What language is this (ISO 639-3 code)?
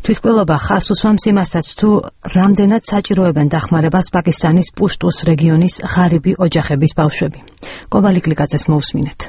kat